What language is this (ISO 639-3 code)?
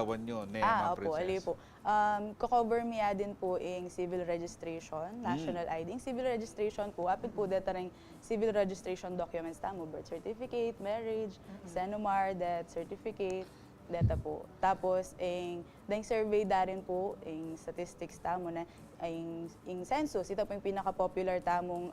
pam